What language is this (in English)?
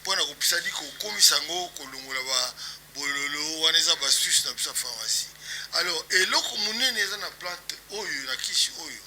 Lingala